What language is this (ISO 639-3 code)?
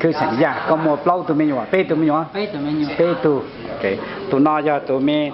hmn